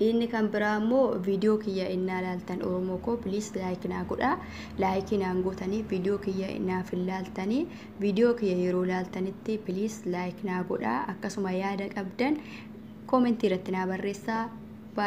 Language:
Oromo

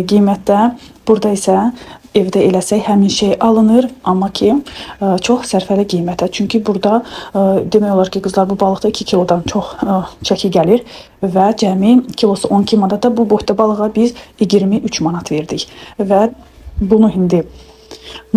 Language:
Azerbaijani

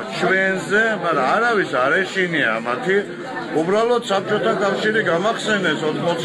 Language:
Georgian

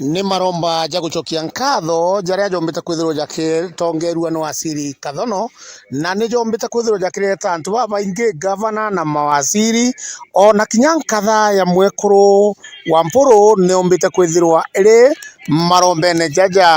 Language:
Meru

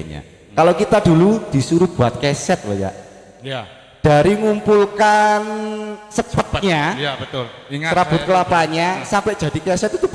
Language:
Indonesian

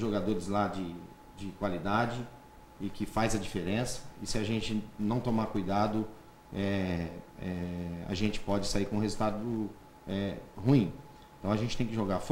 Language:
Portuguese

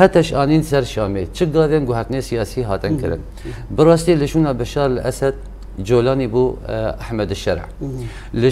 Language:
Kurdish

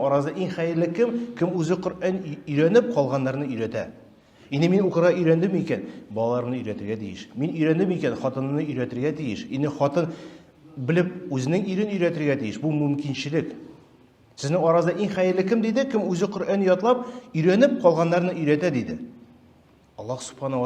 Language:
Tatar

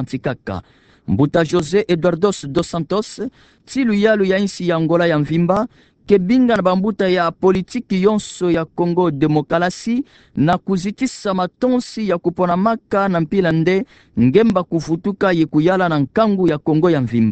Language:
Kituba (Democratic Republic of Congo)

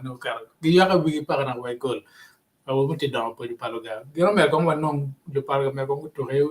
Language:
Acoli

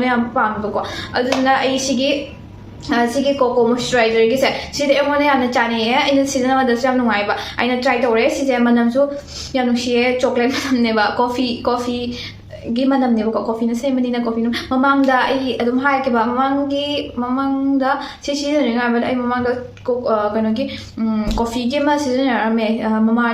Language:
Manipuri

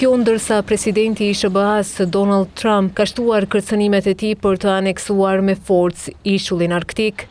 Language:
Albanian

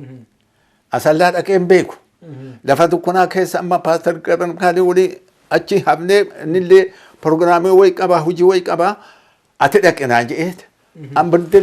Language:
Oromo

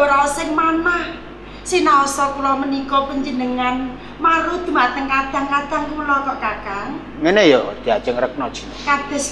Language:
Javanese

